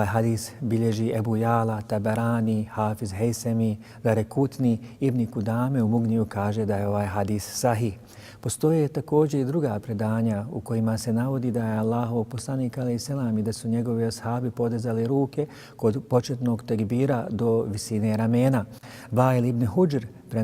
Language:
Bosnian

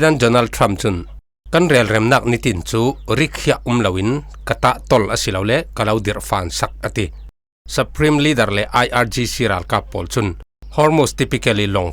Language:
Falam Chin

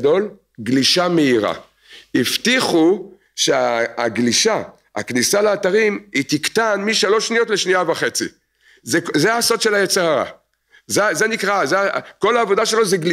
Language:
Hebrew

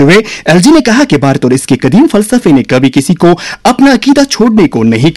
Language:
Urdu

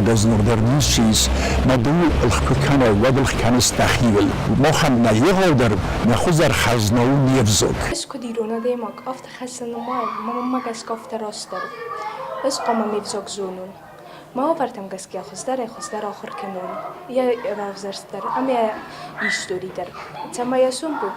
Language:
Ossetic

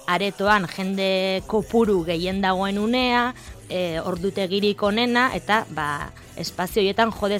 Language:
Basque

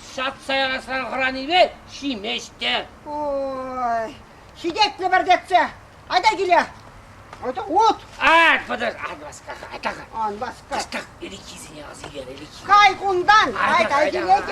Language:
Chuvash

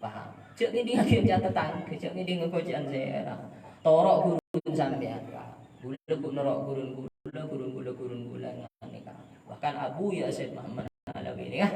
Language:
Madurese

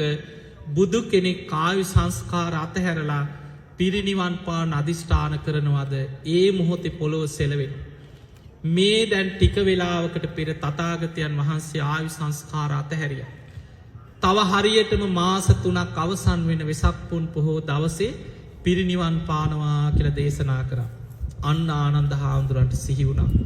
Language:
Sinhala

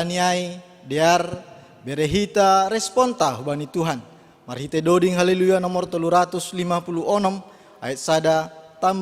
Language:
Batak Simalungun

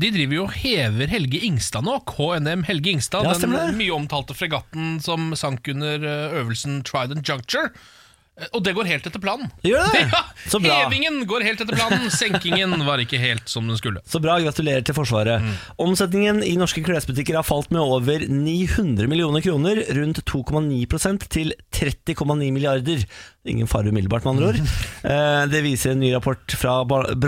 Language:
Norwegian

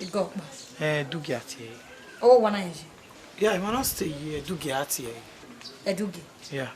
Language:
Bini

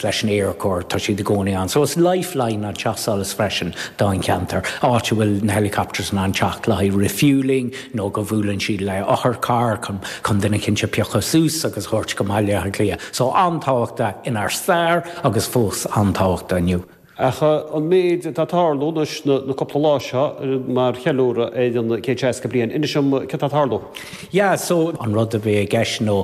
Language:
Irish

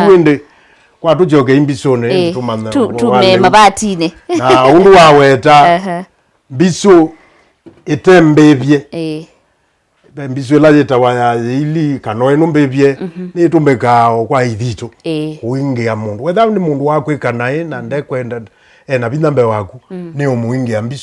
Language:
Kamba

